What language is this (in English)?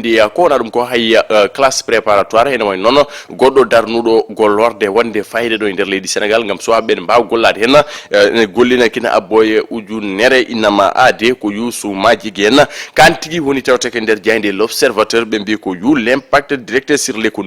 Fula